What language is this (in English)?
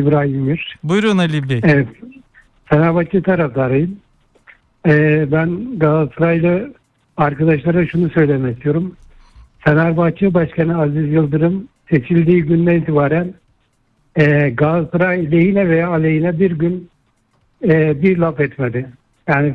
Turkish